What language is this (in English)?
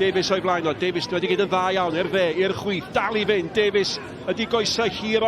Welsh